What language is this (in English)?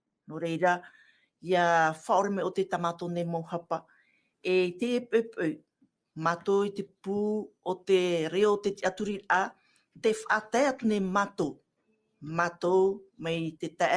Tahitian